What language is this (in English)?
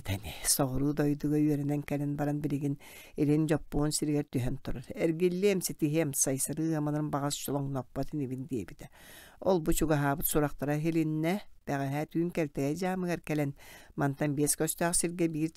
Yakut